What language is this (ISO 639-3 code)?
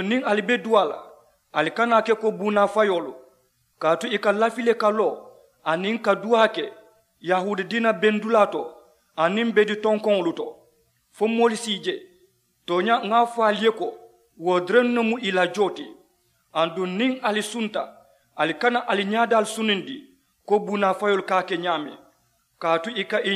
man